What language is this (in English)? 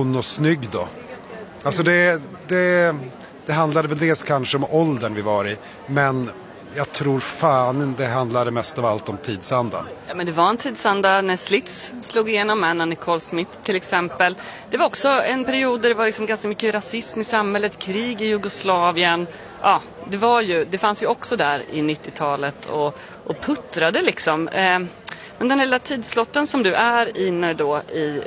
Swedish